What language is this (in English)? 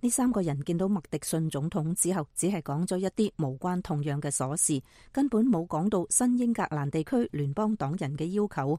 Cantonese